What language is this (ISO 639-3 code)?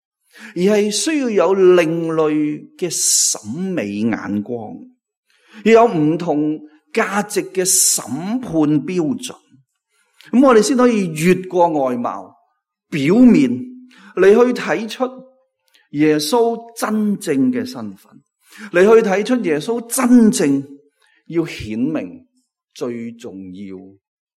yue